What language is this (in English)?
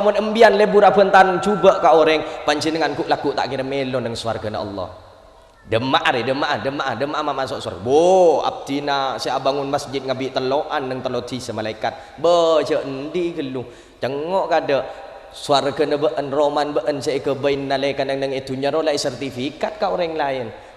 Madurese